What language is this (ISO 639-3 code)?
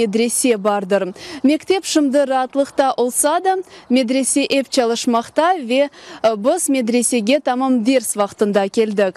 crh